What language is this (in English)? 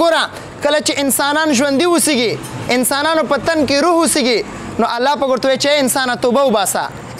Pashto